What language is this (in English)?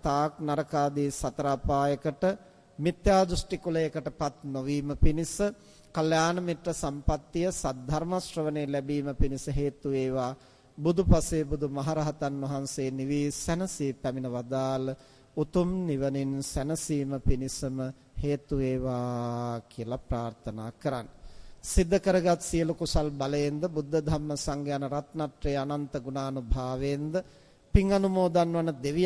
Sinhala